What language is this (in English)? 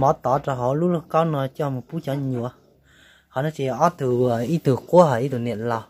Hmong